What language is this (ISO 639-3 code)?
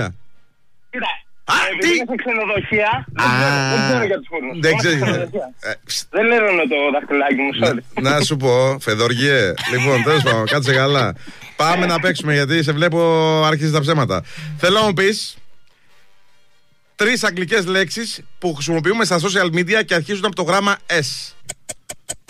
ell